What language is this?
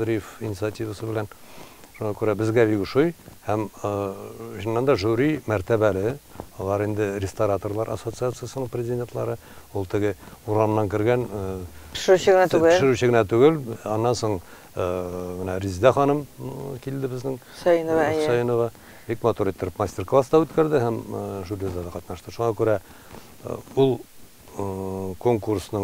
Tatar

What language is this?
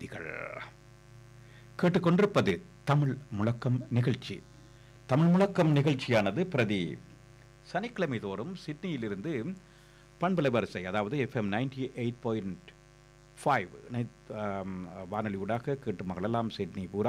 Tamil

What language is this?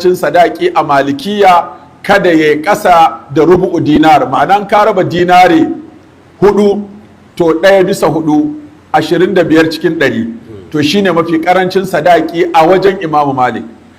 Hausa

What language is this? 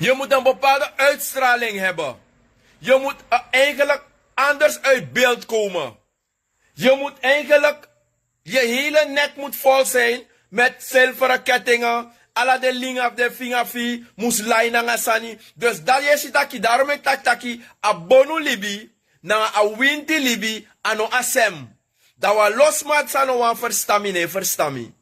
Sranan Tongo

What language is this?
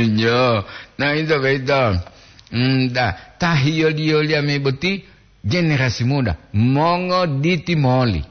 Gorontalo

